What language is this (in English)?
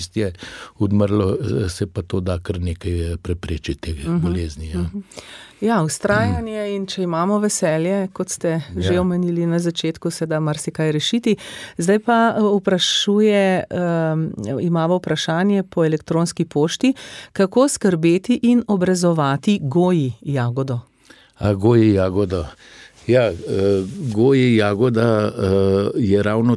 Slovenian